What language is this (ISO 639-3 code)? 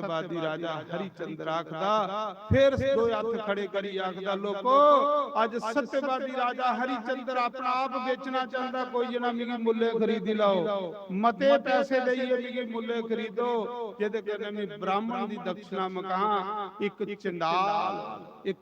doi